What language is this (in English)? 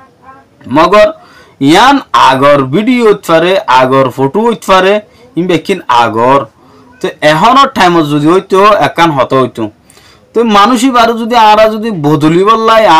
Rohingya